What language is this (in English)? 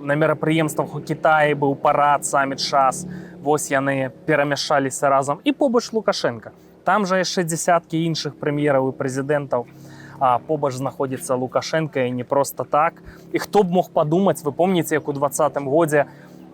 Belarusian